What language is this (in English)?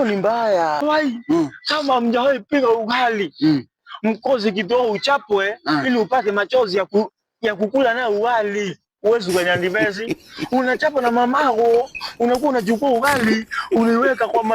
Swahili